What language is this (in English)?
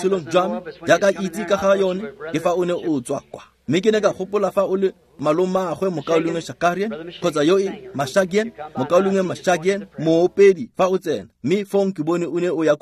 Tswana